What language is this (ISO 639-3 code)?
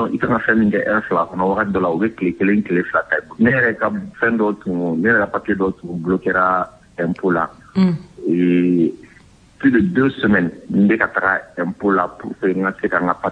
bam